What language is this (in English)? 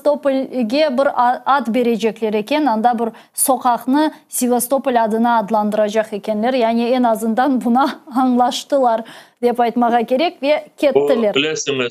Crimean Tatar